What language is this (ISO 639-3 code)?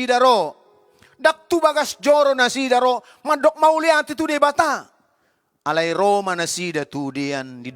bbc